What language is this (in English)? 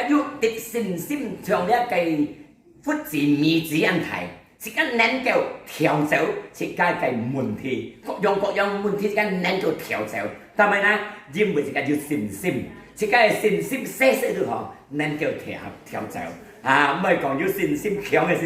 Hakka Chinese